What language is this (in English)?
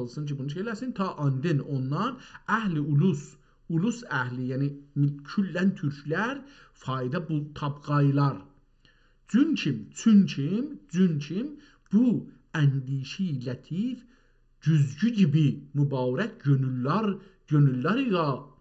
South Azerbaijani